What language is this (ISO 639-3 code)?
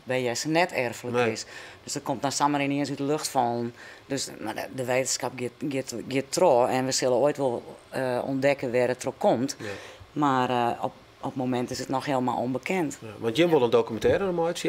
fry